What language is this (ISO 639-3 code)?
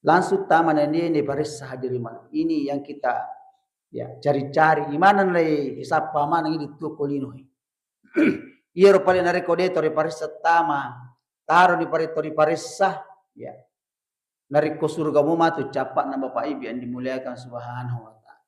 bug